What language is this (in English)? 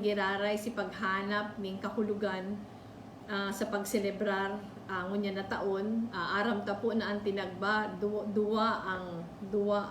Bikol